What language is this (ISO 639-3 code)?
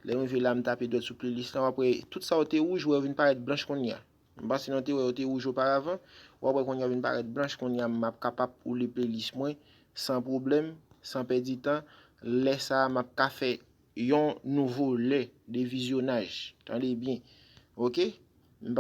hat